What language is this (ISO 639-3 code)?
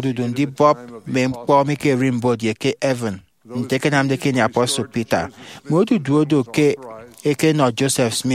efi